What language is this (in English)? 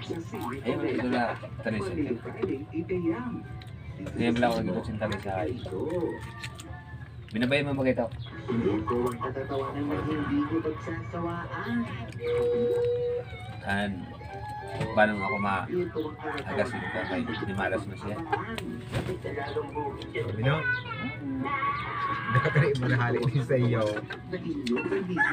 Filipino